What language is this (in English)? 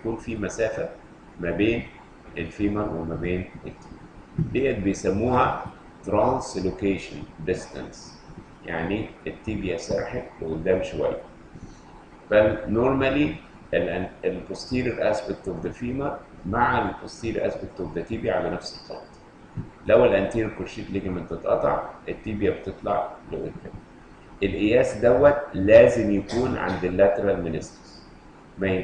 Egyptian Arabic